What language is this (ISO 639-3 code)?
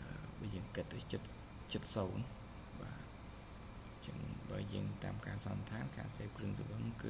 khm